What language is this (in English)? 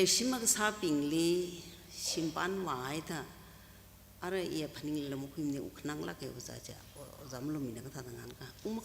Tangkhul Naga (India)